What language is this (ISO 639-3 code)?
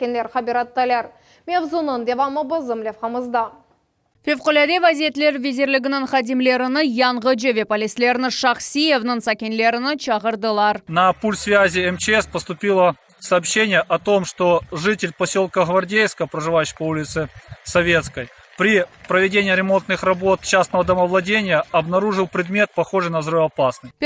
crh